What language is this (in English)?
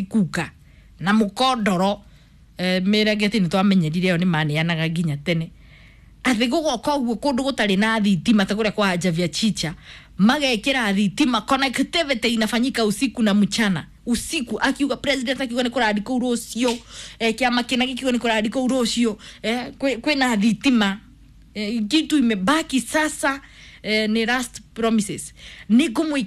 Kikuyu